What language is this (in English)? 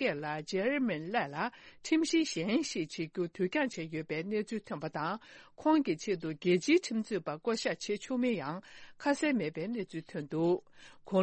Tibetan